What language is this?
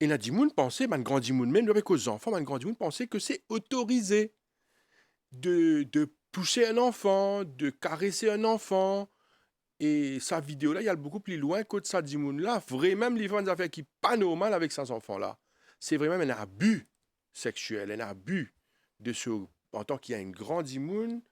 Morisyen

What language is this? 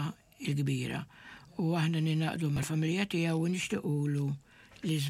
Maltese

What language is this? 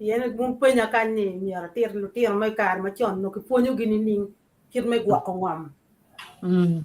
Acoli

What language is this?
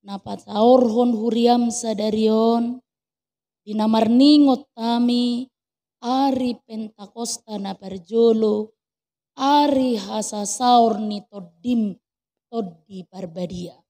Batak Toba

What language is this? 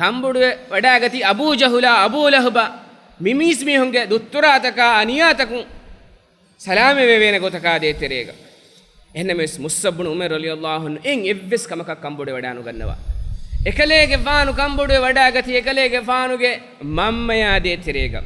Divehi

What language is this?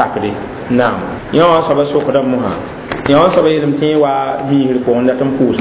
Mossi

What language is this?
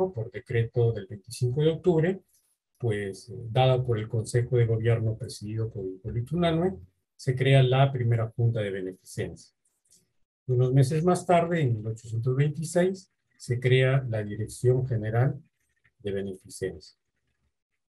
Spanish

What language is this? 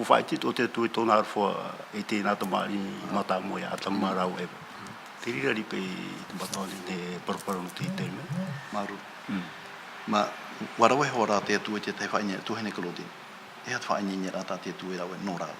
Tahitian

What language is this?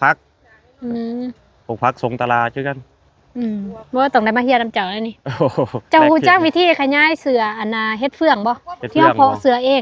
Lao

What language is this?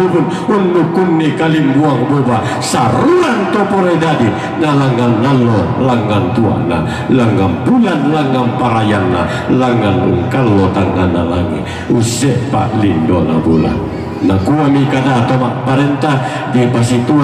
Toraja-Sa'dan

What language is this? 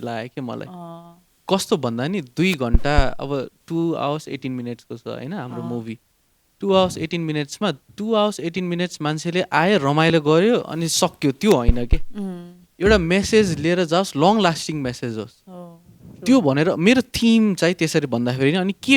Nepali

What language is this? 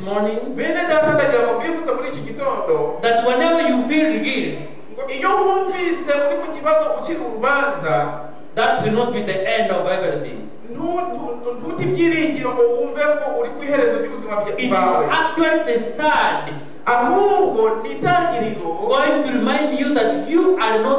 Kinyarwanda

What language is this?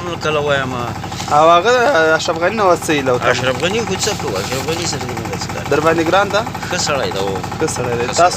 Pashto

